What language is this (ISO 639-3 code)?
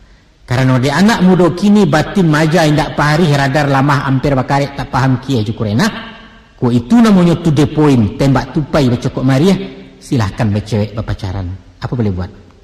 min